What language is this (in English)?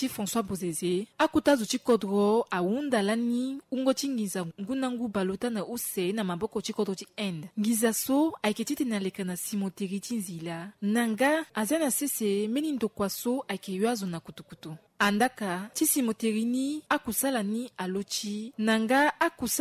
Sango